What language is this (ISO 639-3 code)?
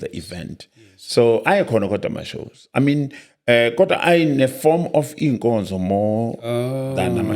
zul